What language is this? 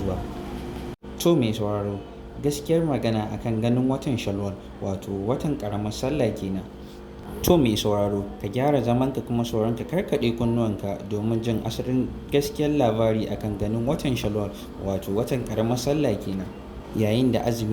Hausa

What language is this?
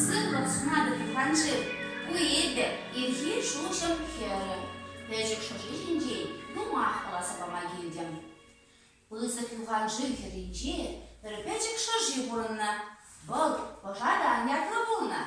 Chuvash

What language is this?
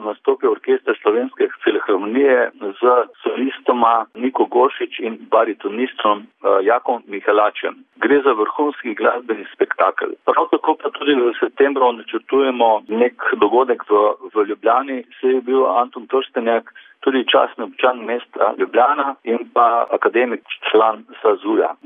Slovenian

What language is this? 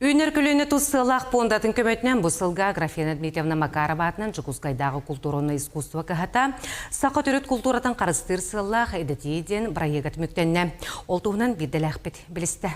Yakut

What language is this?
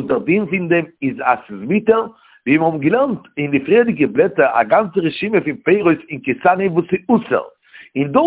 Yiddish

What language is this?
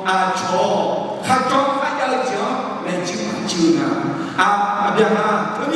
Akha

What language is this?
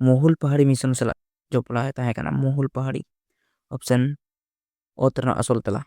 Santali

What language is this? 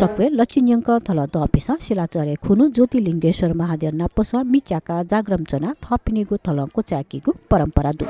Newari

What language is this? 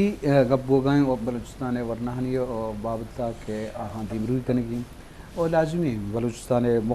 Eastern Balochi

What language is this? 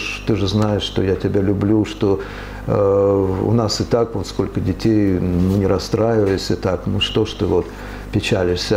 Russian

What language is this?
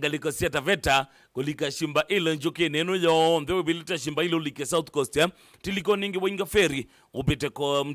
Kamba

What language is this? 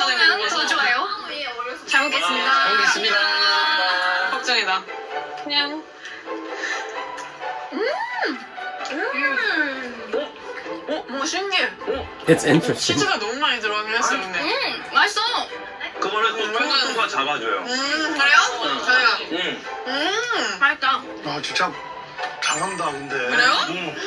Korean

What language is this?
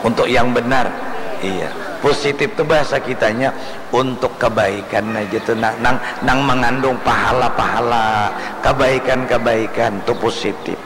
Banjar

